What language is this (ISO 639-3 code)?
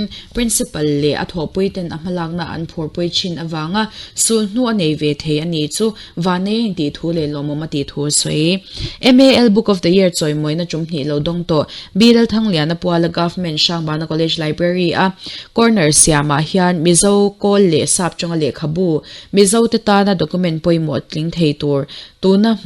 lus